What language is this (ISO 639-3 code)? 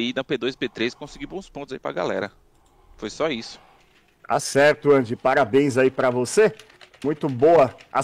por